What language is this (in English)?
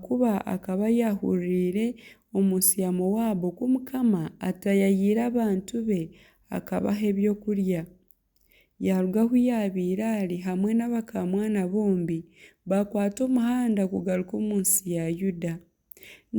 Nyankole